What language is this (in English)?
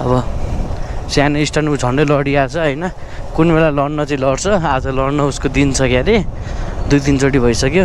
Nepali